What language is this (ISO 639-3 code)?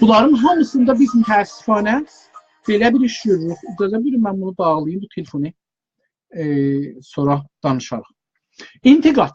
azb